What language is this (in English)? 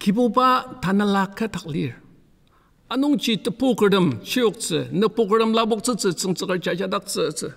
Ao Naga